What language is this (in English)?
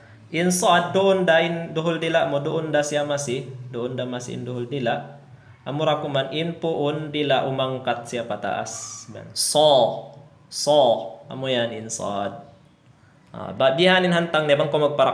Tausug